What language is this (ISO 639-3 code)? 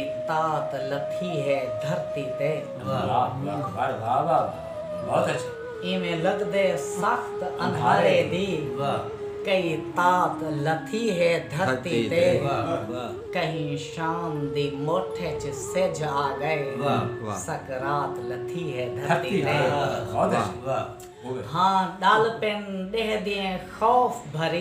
skr